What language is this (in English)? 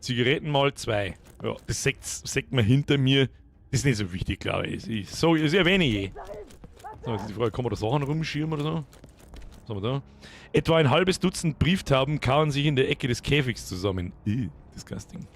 Bavarian